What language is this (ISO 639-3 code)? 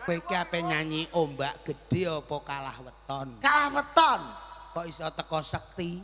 jav